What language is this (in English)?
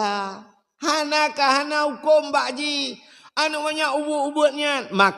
Achinese